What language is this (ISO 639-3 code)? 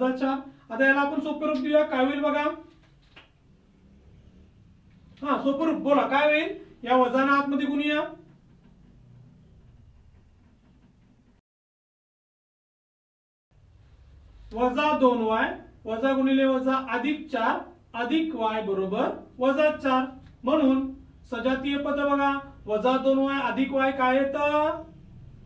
mar